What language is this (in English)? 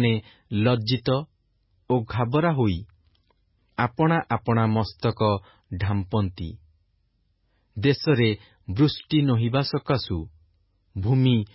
Odia